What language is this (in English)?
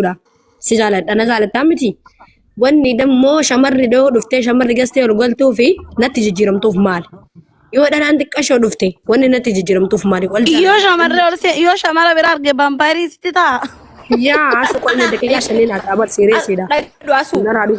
Oromo